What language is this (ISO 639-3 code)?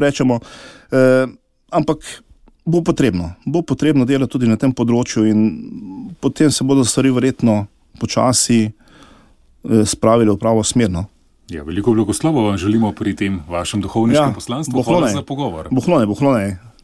slv